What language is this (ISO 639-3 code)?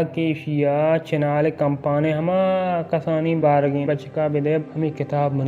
bal